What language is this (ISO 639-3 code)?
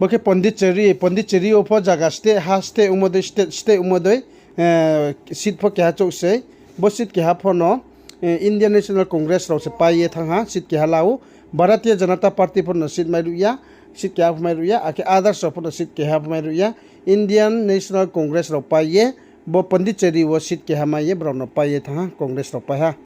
ria